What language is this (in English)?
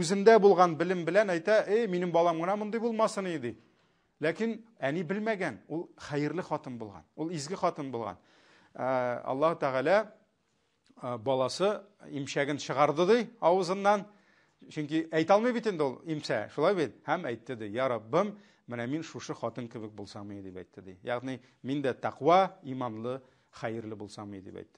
Tatar